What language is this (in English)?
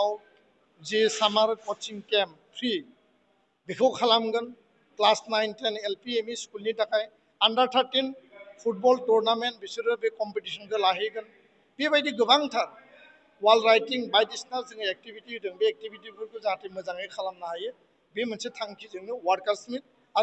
Bodo